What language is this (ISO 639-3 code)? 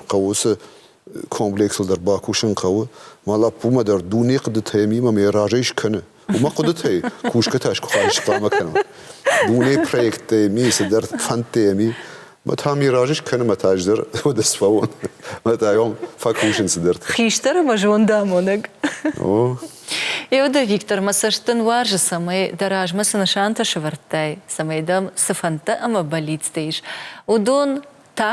oss